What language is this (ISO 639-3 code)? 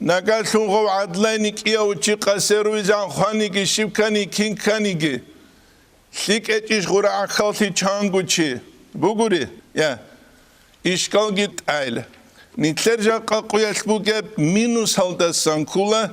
ava